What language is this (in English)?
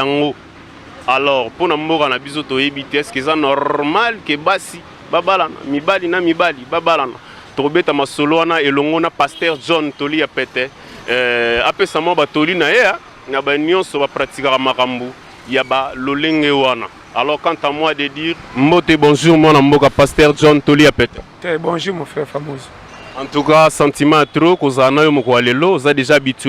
Lingala